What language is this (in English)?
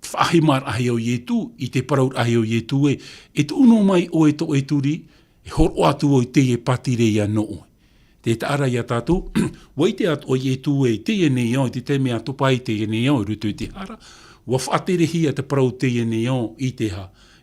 Tahitian